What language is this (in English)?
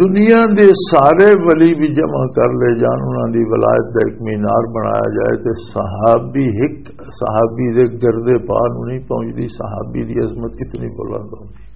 Western Panjabi